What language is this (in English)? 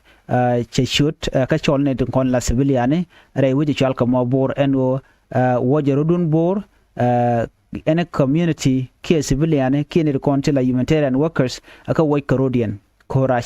Nuer